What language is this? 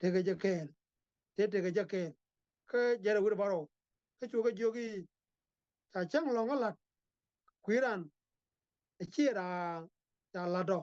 Nuer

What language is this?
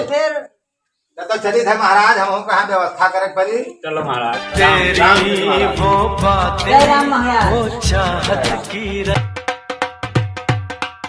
Awadhi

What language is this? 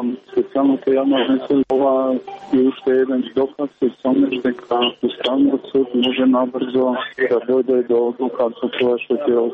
Macedonian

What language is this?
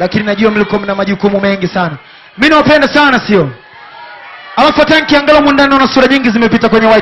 Swahili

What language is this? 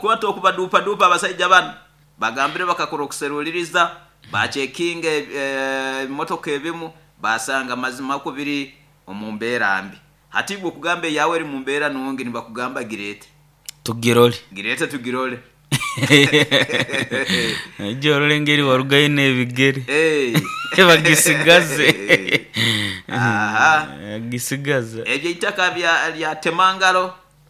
Nyoro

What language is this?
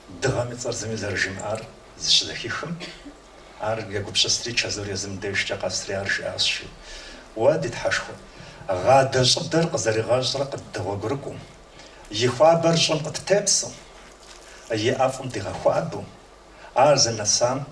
Kabardian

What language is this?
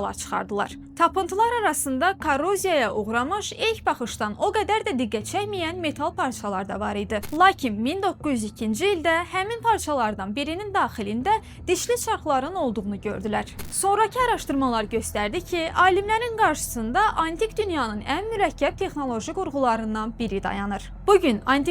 Azerbaijani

